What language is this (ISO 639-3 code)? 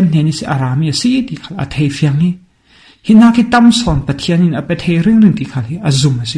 cfm